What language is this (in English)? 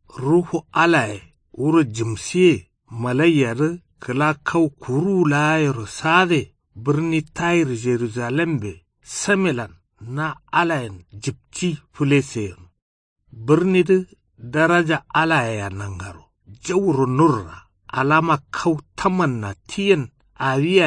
Kanuri